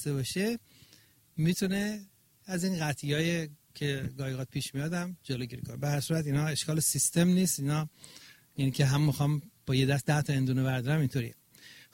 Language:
Persian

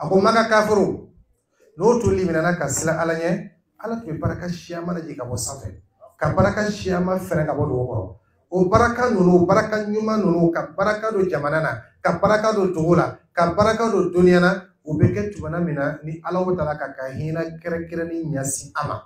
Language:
Dyula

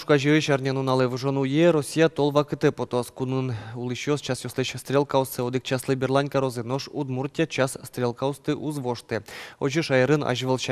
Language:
Udmurt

